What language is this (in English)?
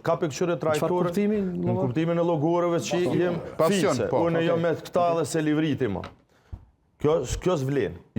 Albanian